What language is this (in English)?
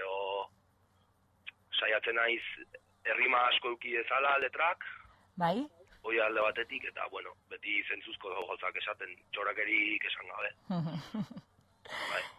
Basque